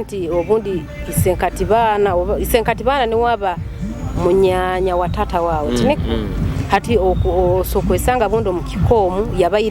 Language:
Nyoro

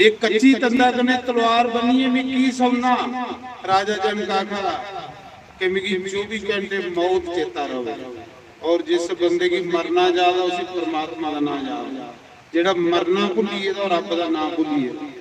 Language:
Dogri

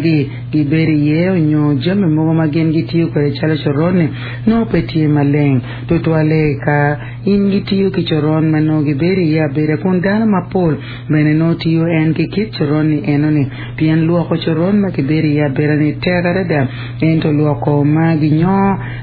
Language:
Acoli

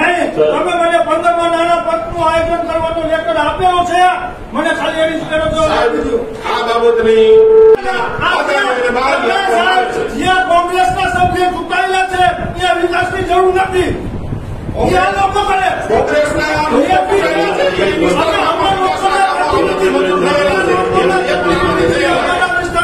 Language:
Gujarati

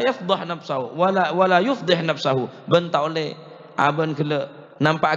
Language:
Madurese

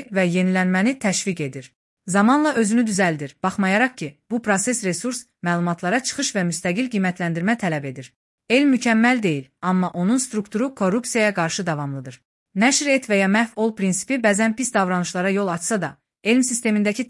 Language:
Azerbaijani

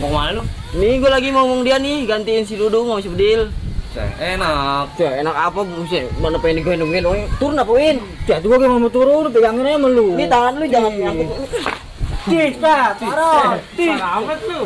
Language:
Betawi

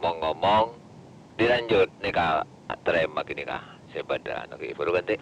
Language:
Madurese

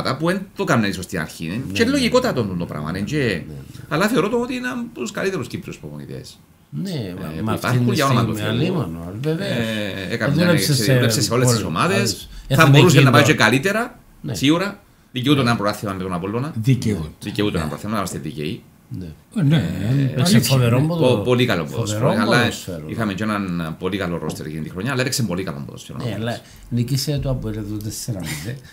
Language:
Greek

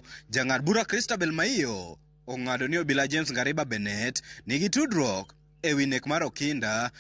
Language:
Luo (Kenya and Tanzania)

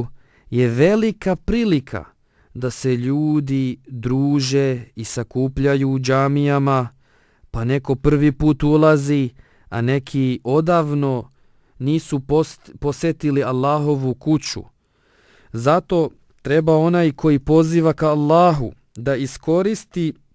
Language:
Bosnian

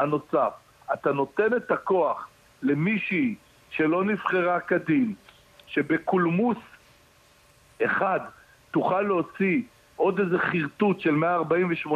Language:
Hebrew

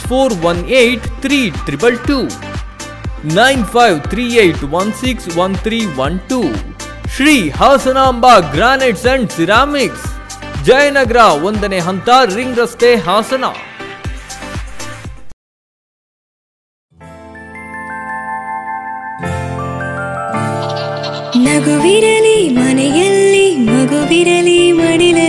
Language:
Kannada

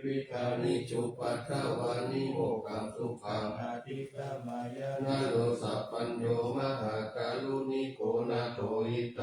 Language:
Pali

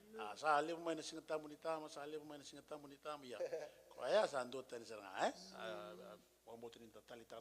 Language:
Fijian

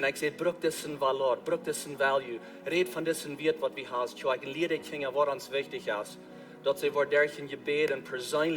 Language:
Plautdietsch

